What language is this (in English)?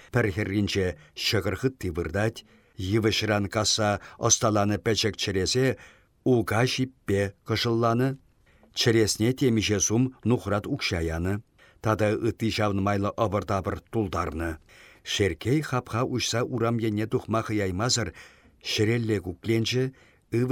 Chuvash